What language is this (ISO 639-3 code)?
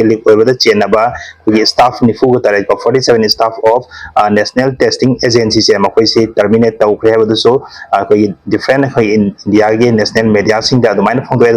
mni